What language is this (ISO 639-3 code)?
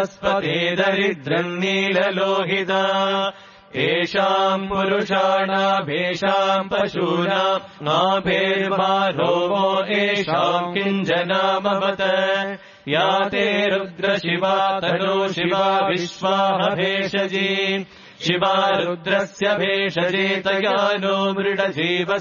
san